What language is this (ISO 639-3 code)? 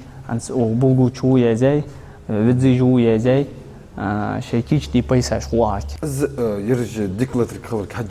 inh